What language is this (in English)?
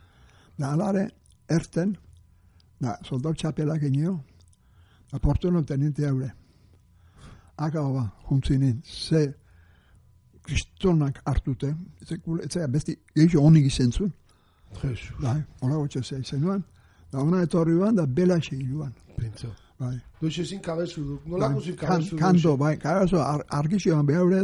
Basque